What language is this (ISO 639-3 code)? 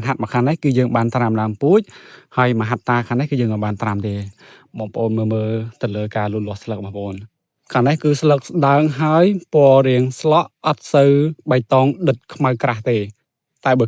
khm